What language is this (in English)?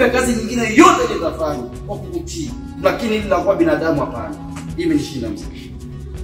Swahili